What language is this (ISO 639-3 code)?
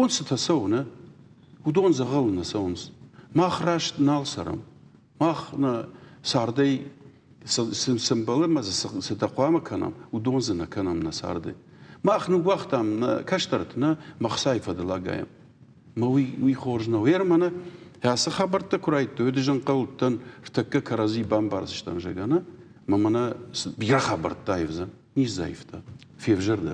oss